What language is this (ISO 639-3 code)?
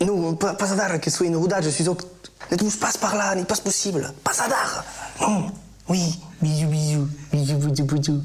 oci